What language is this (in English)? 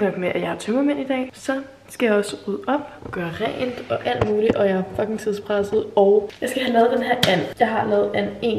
Danish